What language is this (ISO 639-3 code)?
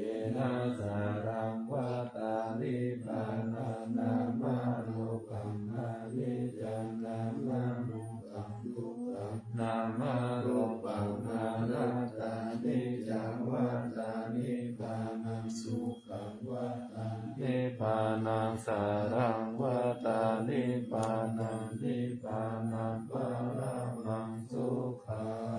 pli